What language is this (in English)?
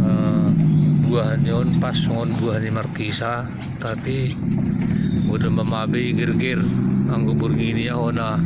Batak Simalungun